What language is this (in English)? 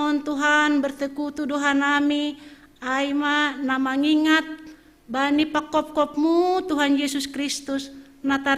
Batak Simalungun